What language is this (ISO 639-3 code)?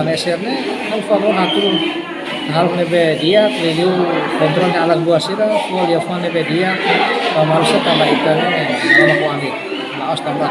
tet